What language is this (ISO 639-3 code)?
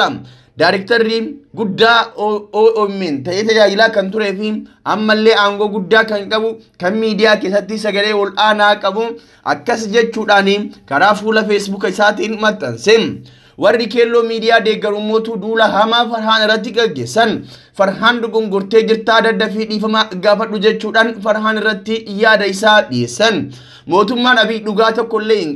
orm